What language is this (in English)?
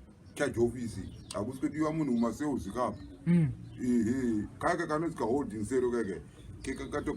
Shona